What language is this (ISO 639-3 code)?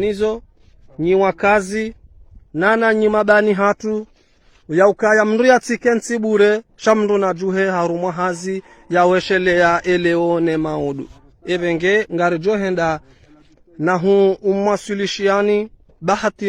zdj